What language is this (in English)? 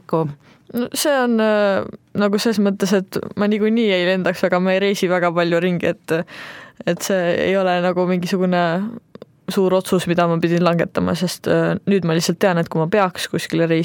Estonian